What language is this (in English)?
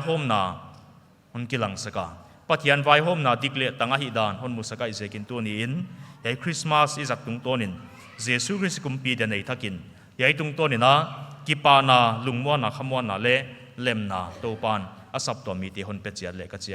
Paite Chin